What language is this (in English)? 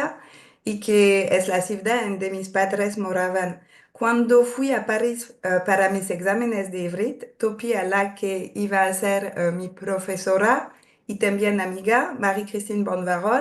Ladino